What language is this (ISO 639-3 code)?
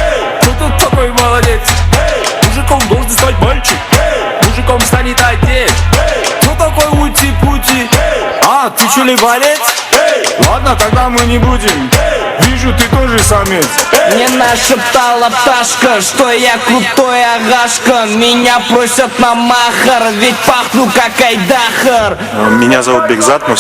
kaa